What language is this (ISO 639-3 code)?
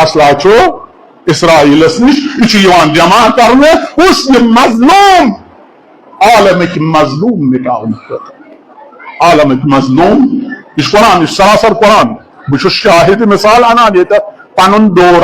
kas